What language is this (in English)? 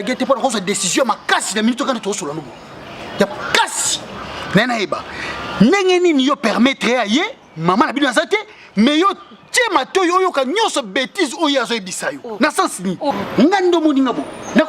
Lingala